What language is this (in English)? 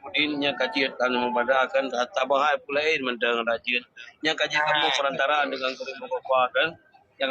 Achinese